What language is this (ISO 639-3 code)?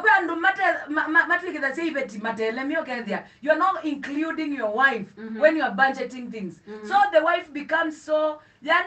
kam